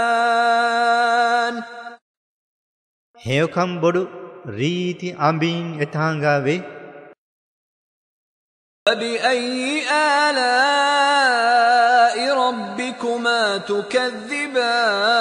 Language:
Arabic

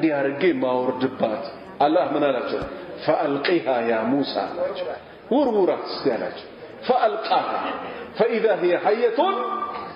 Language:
Amharic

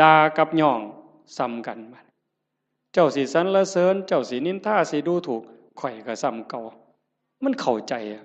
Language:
Northeastern Thai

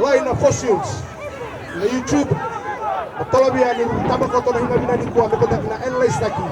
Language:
Fijian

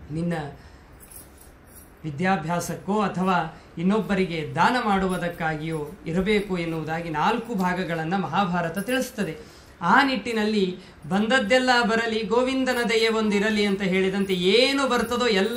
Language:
Kannada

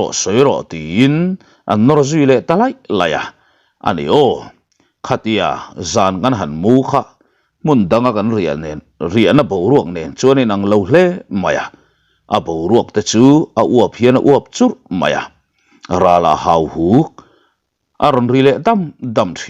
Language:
Mizo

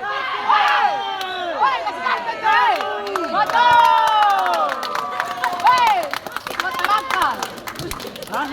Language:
Ambonese Malay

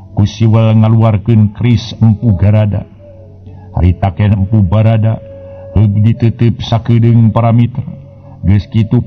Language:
Sundanese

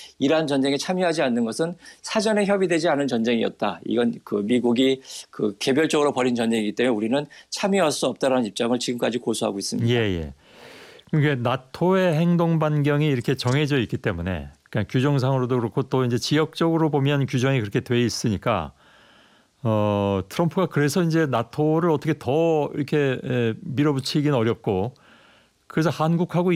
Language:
Korean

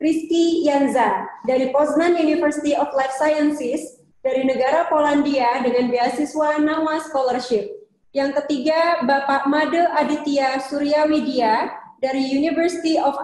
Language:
Indonesian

